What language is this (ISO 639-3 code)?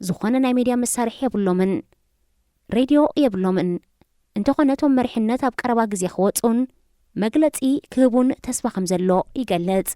tir